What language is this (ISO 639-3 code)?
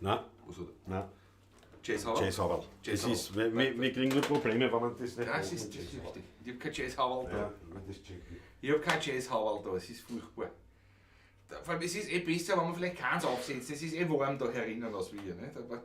bar